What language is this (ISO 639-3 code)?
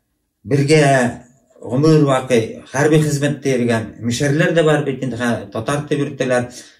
bak